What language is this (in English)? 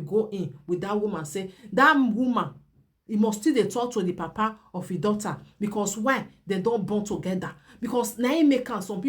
Nigerian Pidgin